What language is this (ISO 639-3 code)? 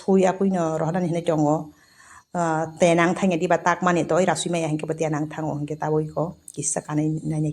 trp